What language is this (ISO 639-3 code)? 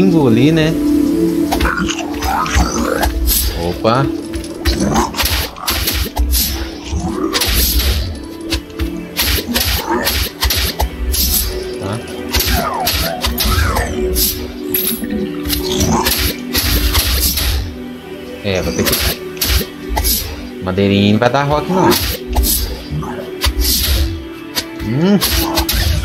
por